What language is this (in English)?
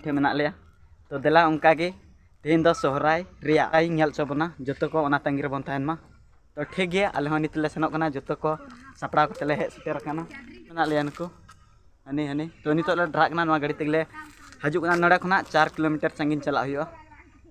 Santali